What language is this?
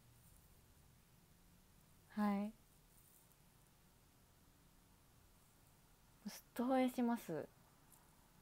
Japanese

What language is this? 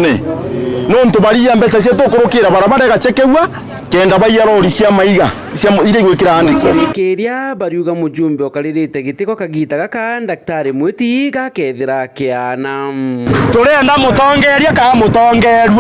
Meru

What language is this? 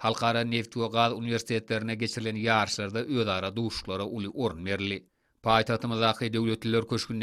Turkmen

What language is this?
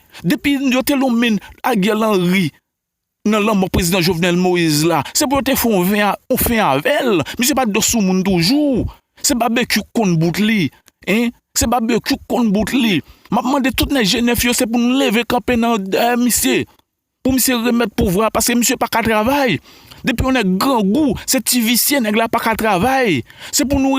Haitian Creole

